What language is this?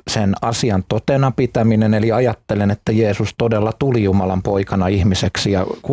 Finnish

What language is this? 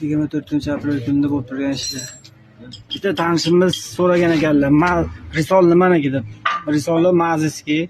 Uzbek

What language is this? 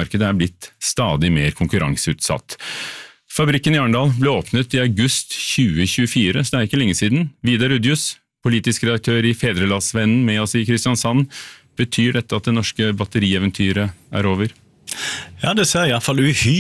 Norwegian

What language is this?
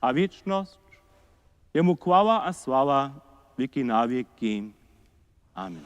Upper Sorbian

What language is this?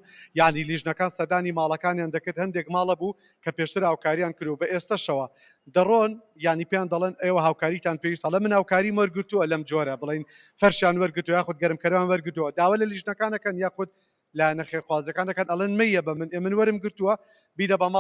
Central Kurdish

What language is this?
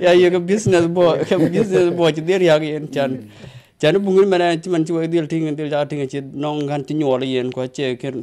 Dinka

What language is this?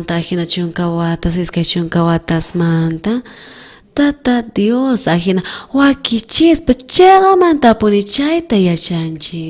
South Bolivian Quechua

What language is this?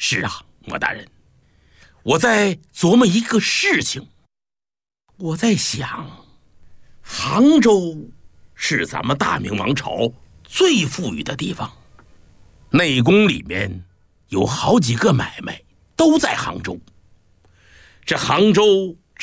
Chinese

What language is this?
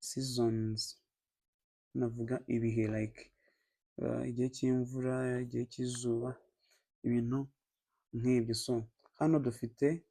Kinyarwanda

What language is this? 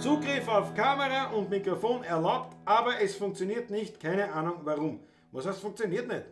Bavarian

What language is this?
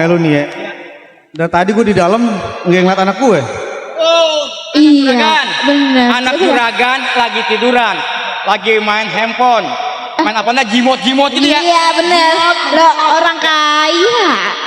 Betawi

